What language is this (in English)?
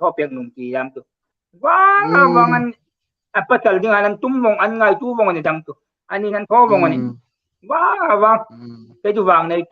Hmar